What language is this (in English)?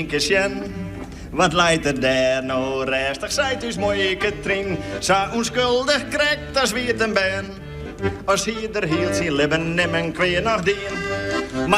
Western Frisian